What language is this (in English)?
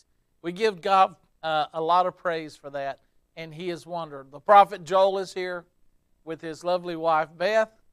English